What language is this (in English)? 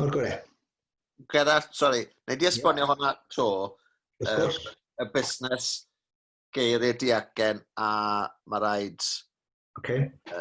Welsh